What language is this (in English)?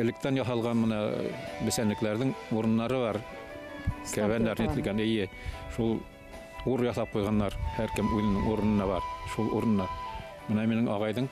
Bashkir